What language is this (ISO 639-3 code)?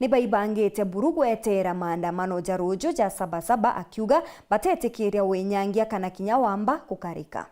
mer